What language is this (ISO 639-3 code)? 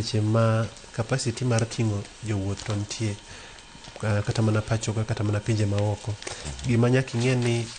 luo